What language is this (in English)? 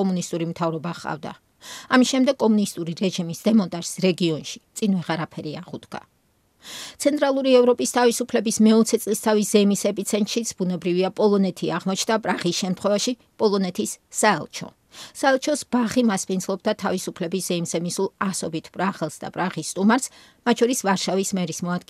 Georgian